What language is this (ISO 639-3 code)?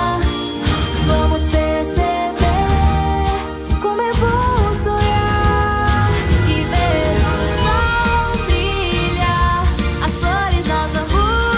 por